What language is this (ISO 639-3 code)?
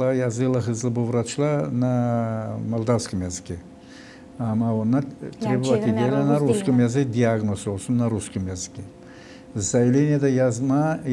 gag